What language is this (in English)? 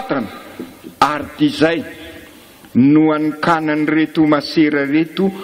Malagasy